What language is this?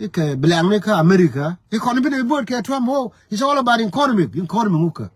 Nuer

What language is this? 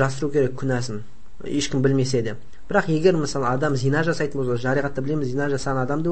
Kazakh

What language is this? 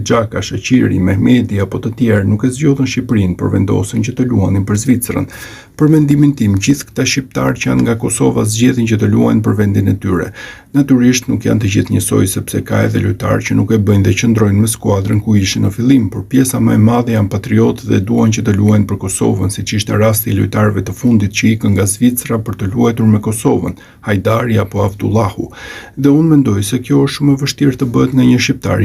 Albanian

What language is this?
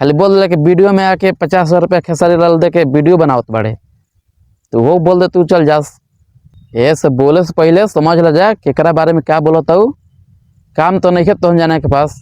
Bhojpuri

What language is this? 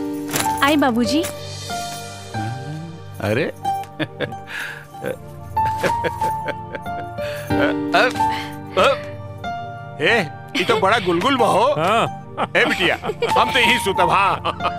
Bhojpuri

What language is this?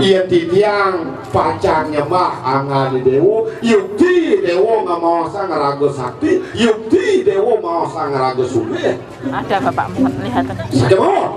Balinese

